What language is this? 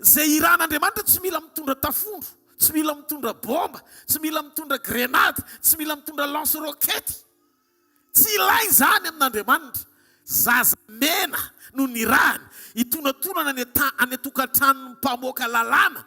Malagasy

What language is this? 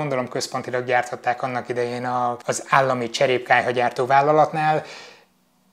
Hungarian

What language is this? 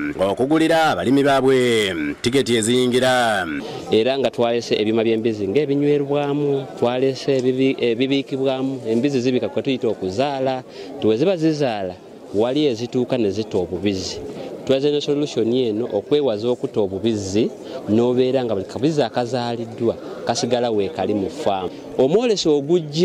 Ganda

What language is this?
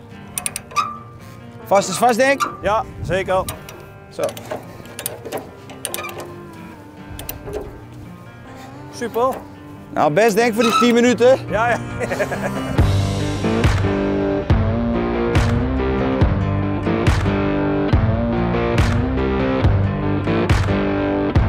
Dutch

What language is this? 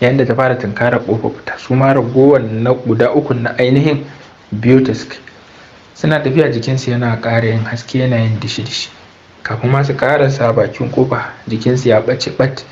Hausa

